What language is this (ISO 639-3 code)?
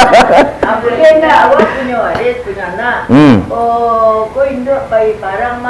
min